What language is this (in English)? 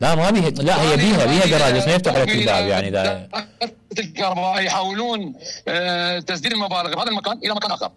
Mesopotamian Arabic